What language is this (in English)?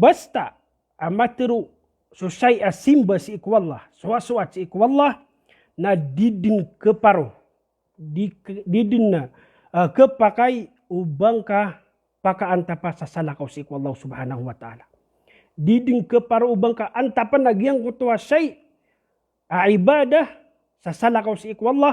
Maranao